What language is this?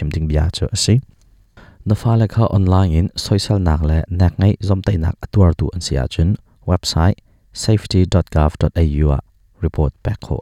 Hakha Chin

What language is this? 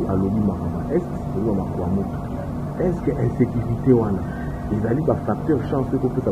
Lingala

